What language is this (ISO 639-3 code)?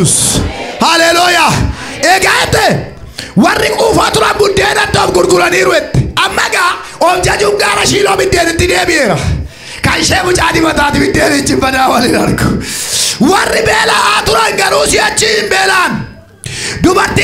orm